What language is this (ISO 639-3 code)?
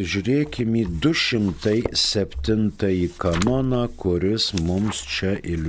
lit